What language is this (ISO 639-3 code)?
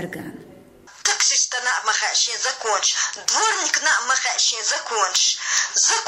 che